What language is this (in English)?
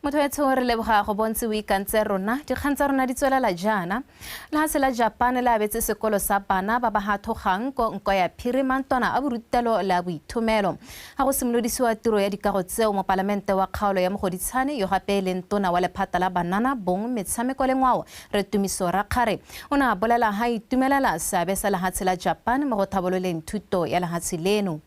Tswana